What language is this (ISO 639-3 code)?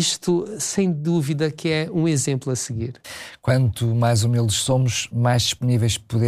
por